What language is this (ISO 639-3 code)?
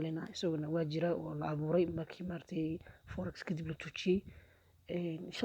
som